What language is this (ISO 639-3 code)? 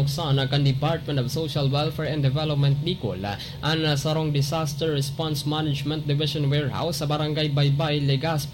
bik